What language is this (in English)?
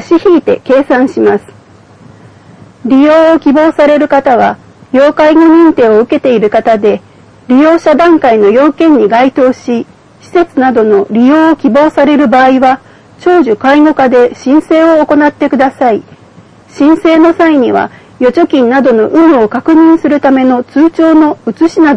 Japanese